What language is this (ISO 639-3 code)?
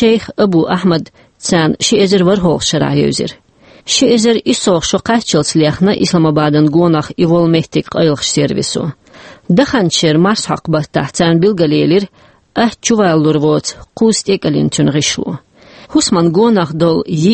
che